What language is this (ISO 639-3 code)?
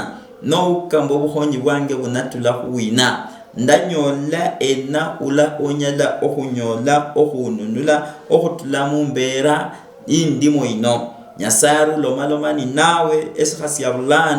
luy